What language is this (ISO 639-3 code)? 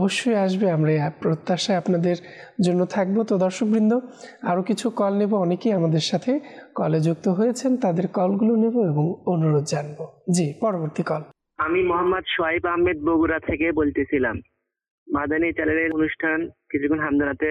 ben